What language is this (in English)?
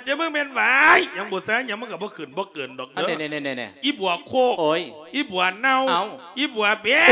Lao